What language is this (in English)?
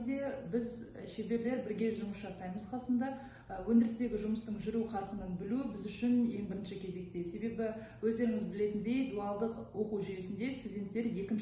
Kazakh